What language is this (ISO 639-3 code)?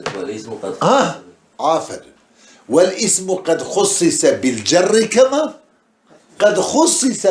kur